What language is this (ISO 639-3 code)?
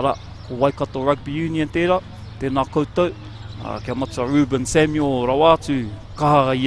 mri